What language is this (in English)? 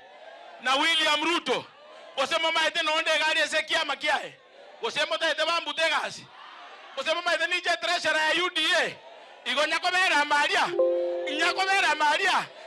Gusii